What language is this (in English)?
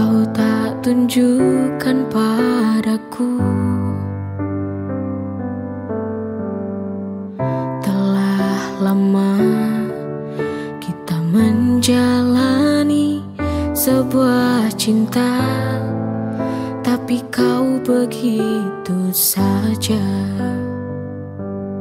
Indonesian